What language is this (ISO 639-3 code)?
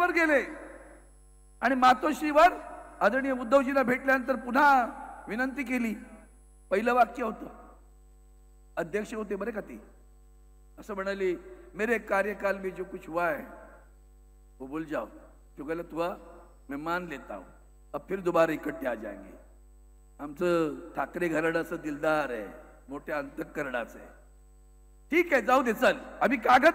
mar